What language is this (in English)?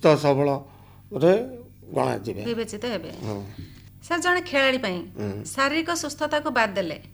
Odia